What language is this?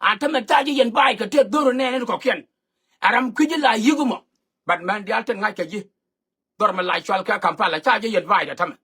Nuer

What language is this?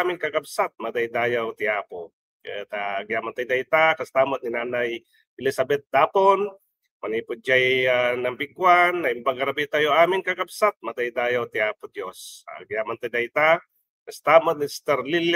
Iloko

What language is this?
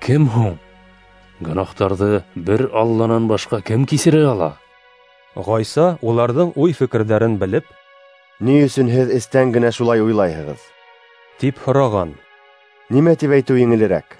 Bashkir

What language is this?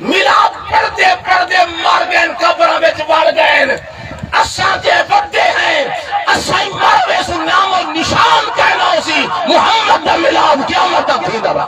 Saraiki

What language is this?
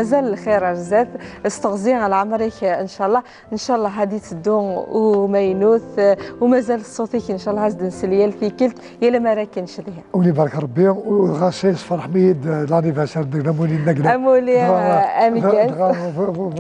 Kabyle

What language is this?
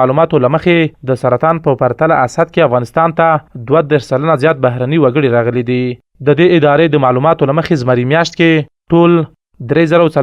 Pashto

